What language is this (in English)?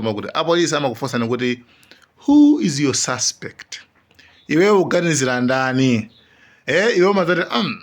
Nyanja